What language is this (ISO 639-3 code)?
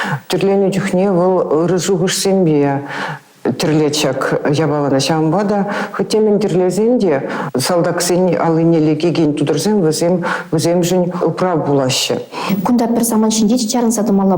chv